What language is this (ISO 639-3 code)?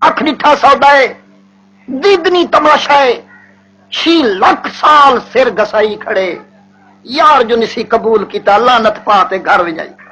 skr